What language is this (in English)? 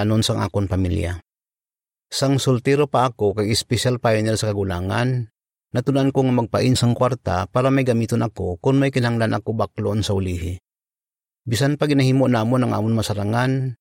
Hiligaynon